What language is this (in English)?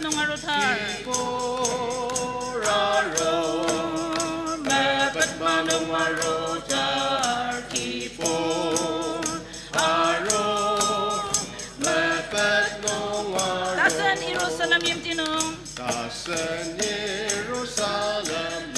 Ao Naga